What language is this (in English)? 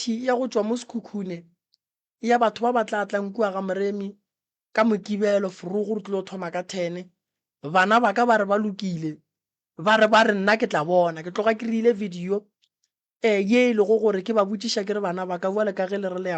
Northern Sotho